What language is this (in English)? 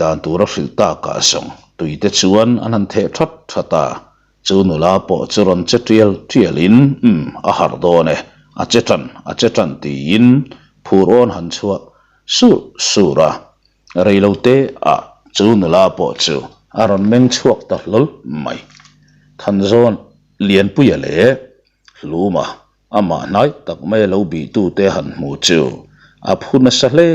Mizo